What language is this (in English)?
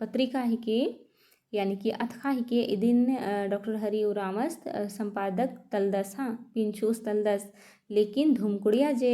Kurukh